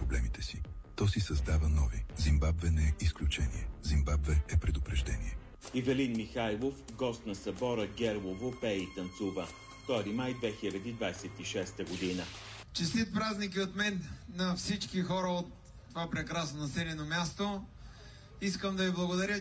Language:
Bulgarian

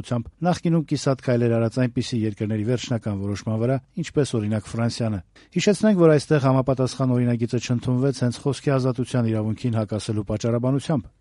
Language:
Armenian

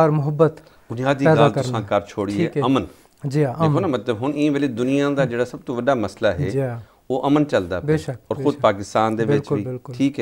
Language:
Saraiki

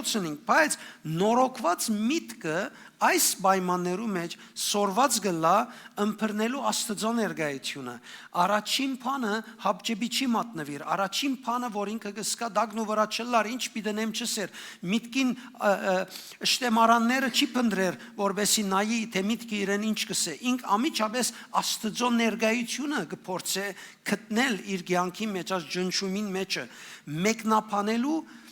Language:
Western Armenian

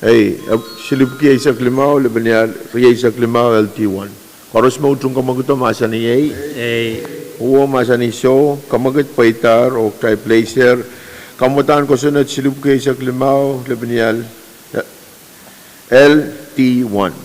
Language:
Pohnpeian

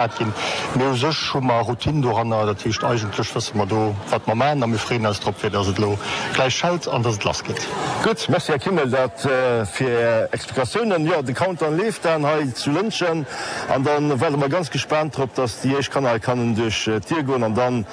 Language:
Luxembourgish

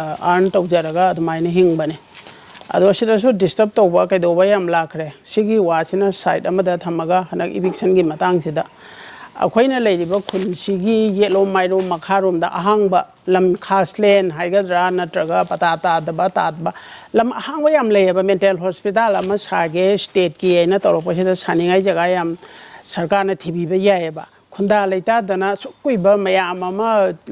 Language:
Manipuri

